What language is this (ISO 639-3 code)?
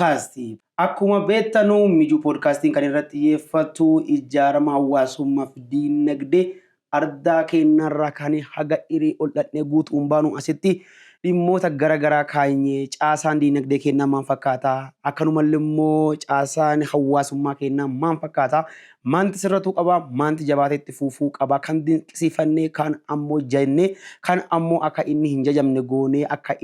orm